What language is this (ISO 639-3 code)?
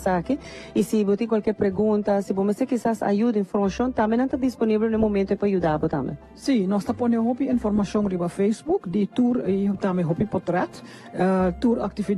pap